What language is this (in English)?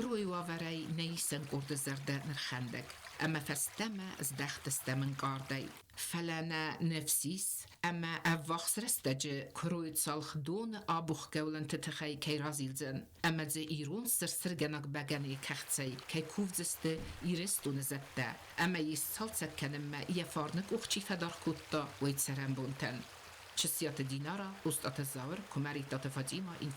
Ossetic